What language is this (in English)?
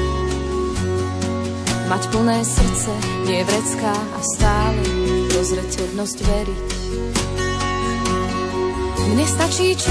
Slovak